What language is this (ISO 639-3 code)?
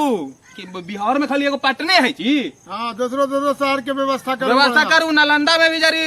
mag